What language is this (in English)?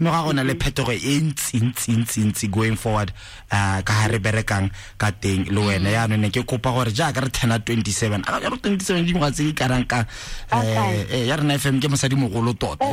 Tswana